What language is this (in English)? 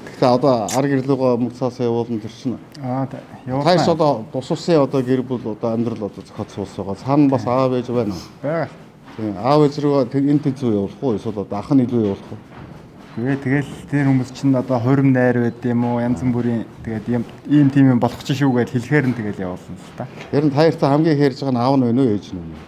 Mongolian